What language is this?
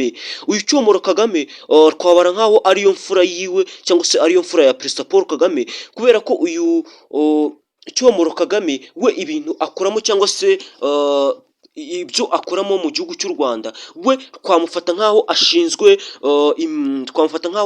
Kinyarwanda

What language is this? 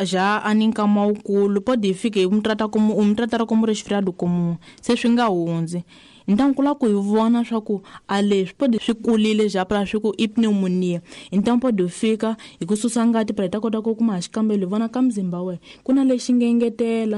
Tsonga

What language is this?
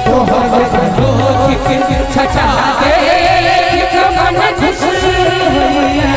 Maithili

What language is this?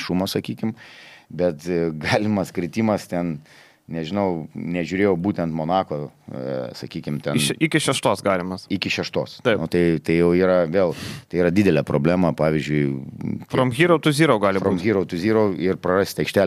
Lithuanian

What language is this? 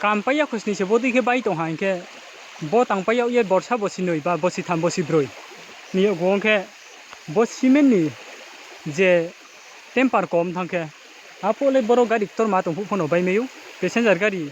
Riang (India)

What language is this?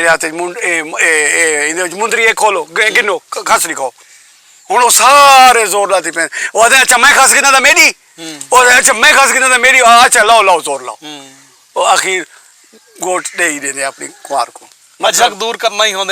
Saraiki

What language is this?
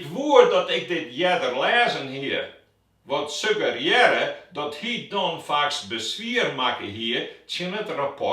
Western Frisian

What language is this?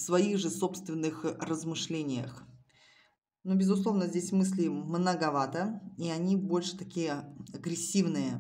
Russian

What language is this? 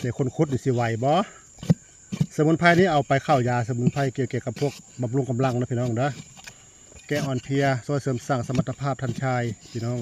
Northeastern Thai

